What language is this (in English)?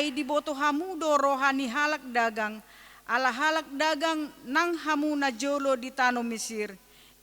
Batak Toba